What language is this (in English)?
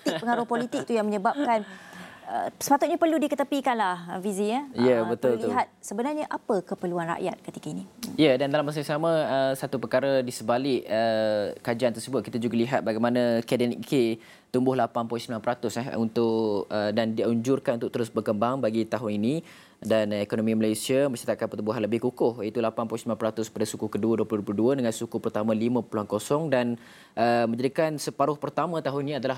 Malay